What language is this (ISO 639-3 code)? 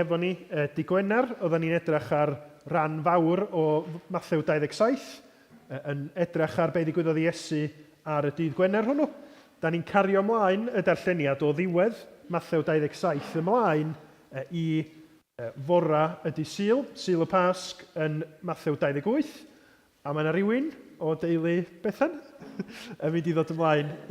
cym